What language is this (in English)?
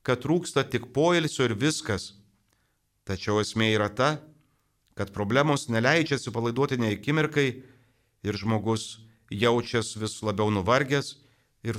Lithuanian